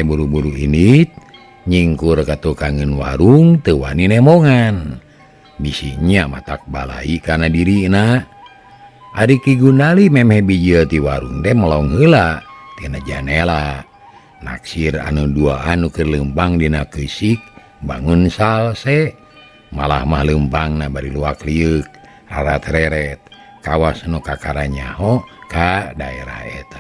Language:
Sundanese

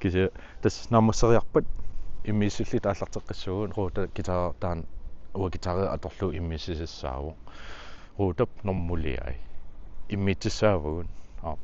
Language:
Kalaallisut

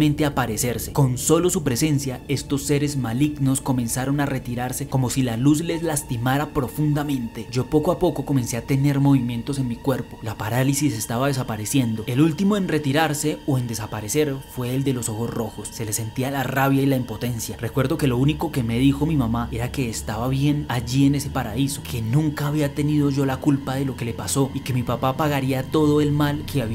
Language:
Spanish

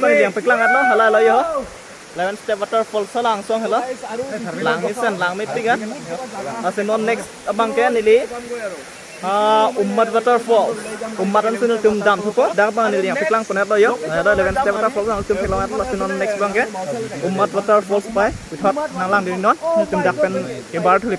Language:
Karbi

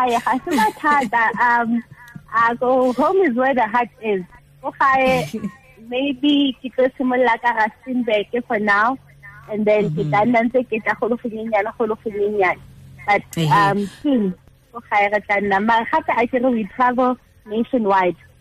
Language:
Tswana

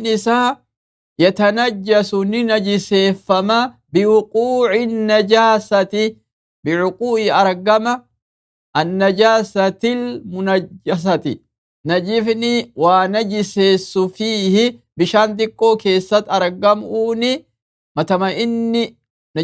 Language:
Oromo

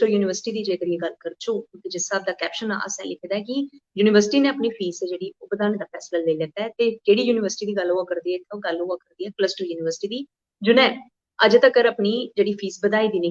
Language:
Dogri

